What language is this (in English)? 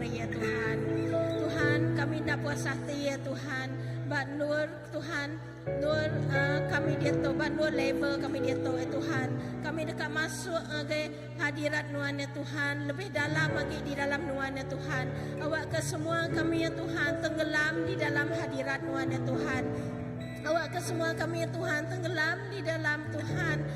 Iban